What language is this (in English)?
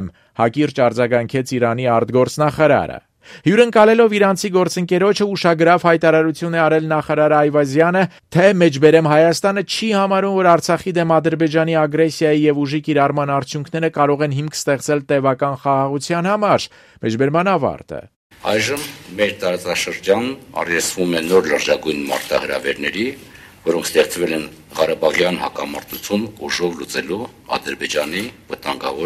Armenian